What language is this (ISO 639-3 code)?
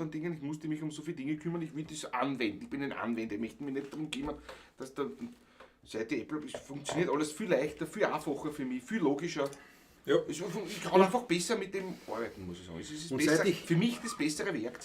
bar